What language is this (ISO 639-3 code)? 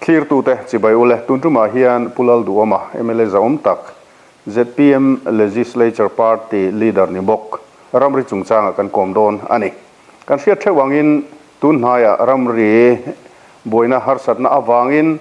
lus